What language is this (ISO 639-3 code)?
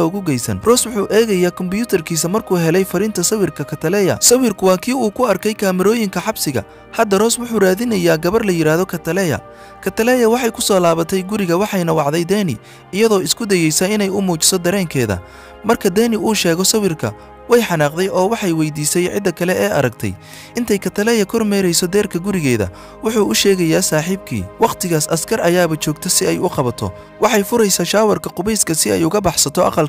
som